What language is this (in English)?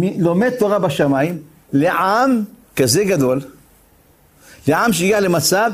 Hebrew